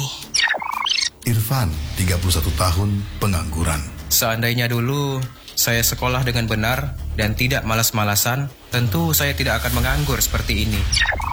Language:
Indonesian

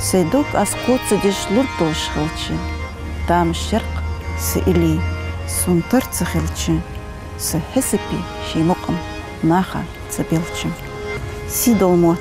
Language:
Ingush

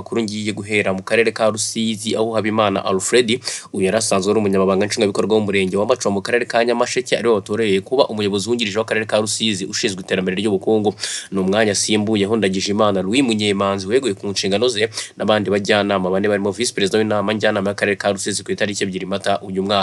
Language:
Kinyarwanda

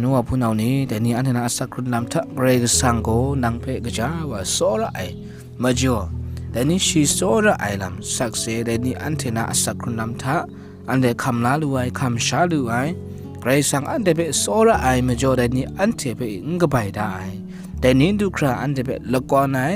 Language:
Kachin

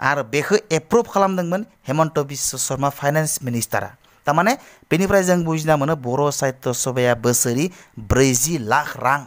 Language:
Bodo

